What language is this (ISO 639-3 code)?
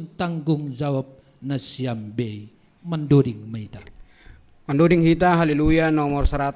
bts